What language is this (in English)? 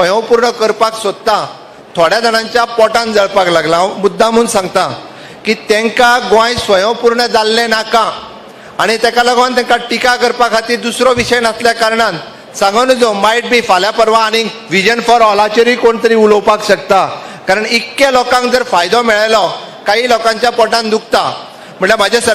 Konkani